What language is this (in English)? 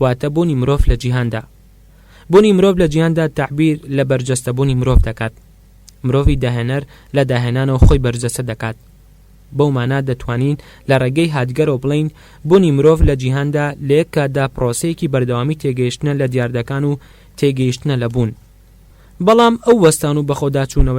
Central Kurdish